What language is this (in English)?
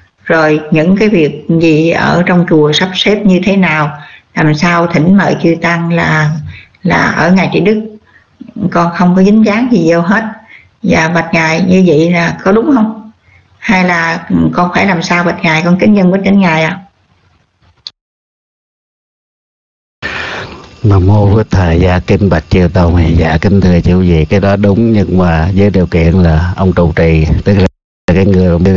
Vietnamese